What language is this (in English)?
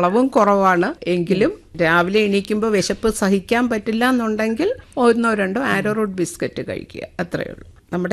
Malayalam